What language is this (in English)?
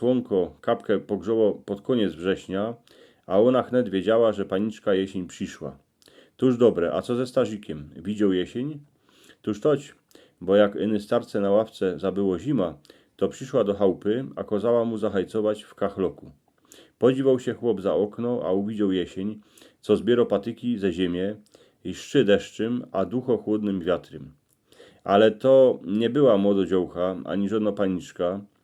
Silesian